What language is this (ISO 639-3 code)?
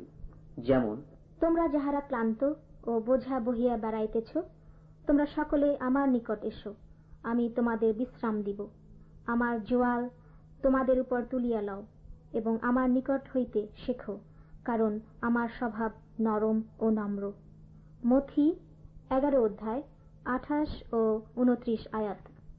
ben